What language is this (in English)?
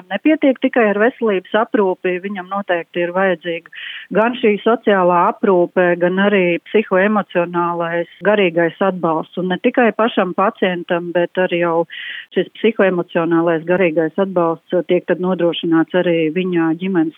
Latvian